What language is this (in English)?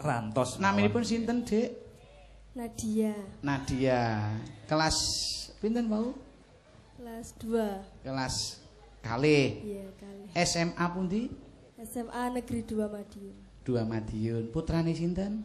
Javanese